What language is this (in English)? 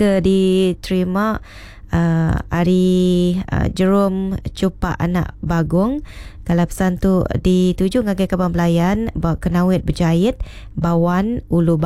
Iban